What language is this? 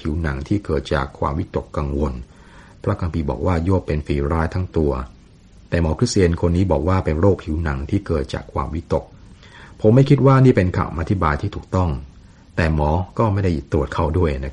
Thai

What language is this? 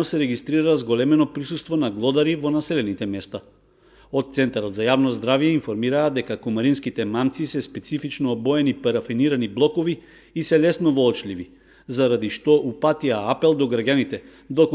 Macedonian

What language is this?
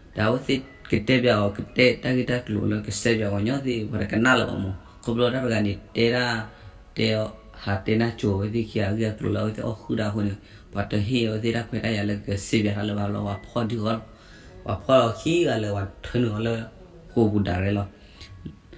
S'gaw Karen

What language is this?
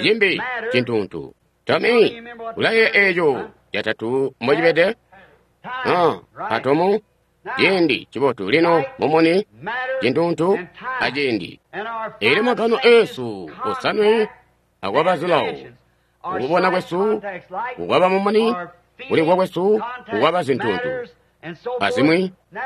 Tonga (Zambia)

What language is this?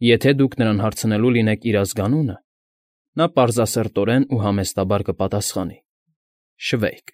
Armenian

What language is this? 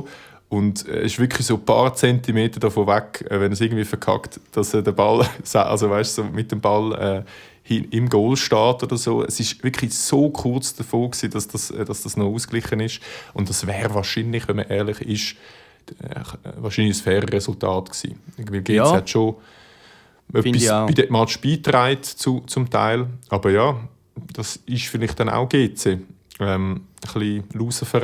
Swiss German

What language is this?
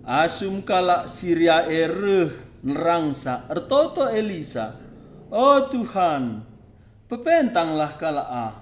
Batak Karo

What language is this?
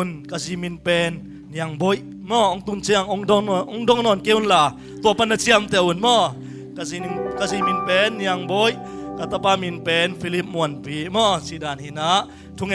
Tedim Chin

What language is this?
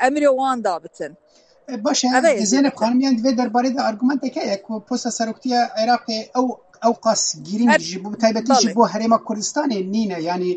Kurdish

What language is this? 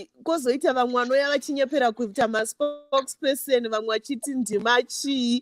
Shona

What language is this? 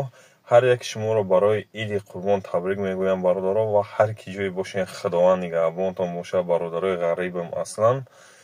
Tajik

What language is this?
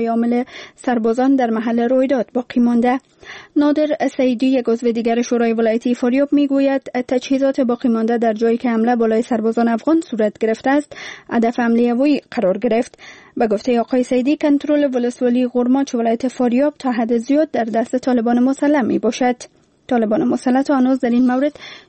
Persian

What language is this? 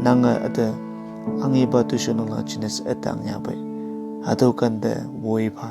Konyak Naga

